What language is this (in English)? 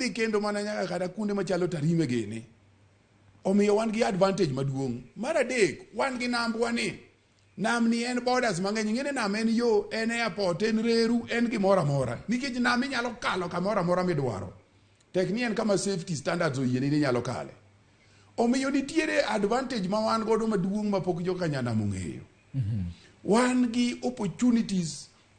Luo (Kenya and Tanzania)